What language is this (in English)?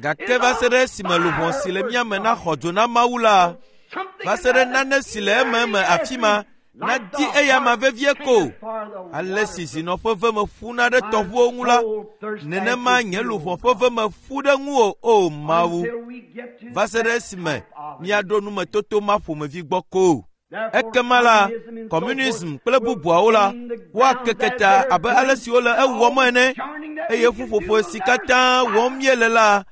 Ewe